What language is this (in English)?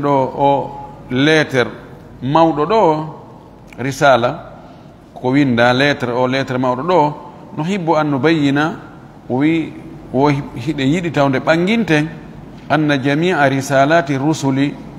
Fula